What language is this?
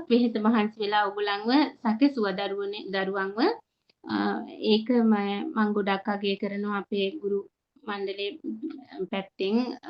Sinhala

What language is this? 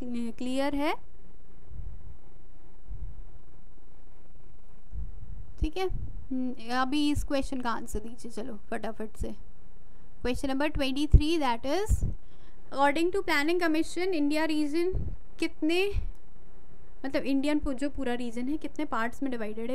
Hindi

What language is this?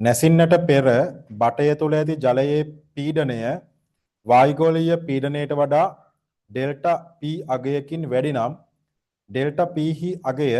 Sinhala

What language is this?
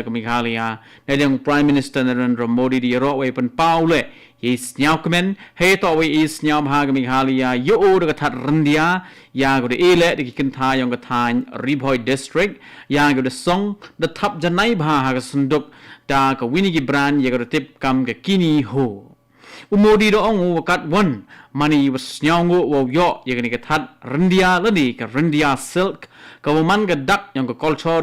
Khasi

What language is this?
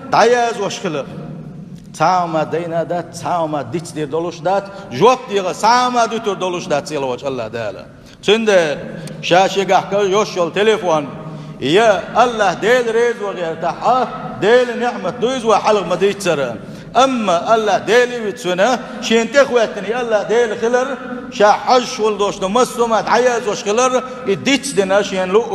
Chechen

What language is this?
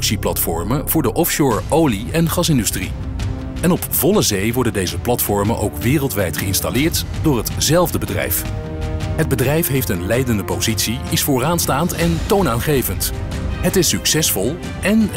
Dutch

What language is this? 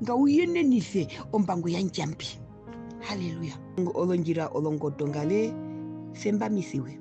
Herero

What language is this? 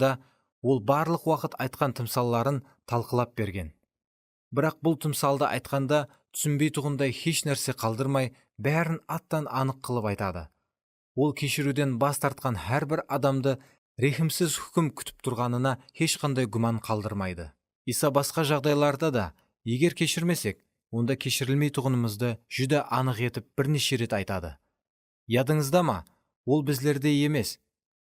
Kara-Kalpak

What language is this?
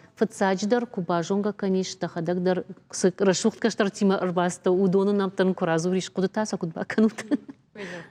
Ossetic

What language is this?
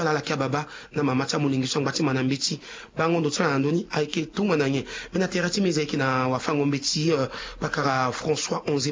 Sango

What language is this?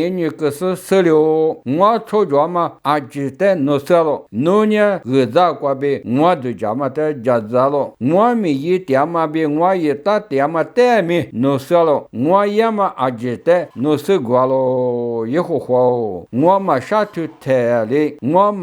Lisu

